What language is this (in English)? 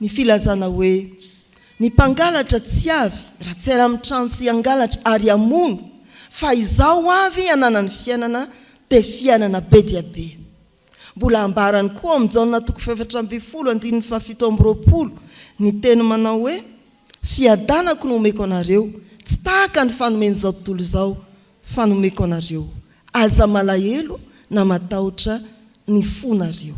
Malagasy